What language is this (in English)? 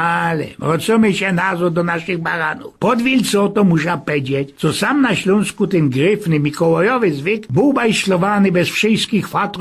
Silesian